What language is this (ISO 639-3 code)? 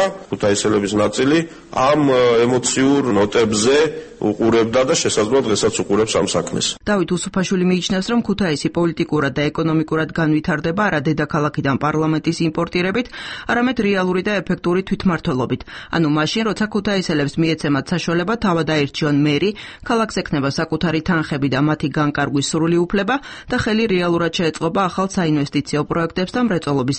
kat